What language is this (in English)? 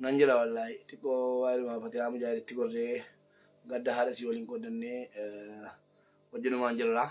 Oromo